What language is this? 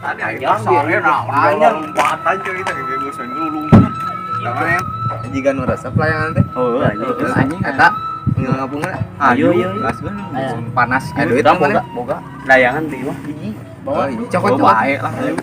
Sundanese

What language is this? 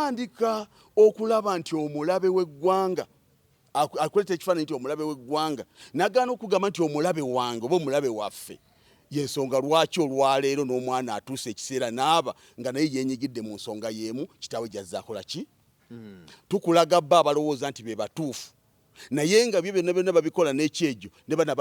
Ganda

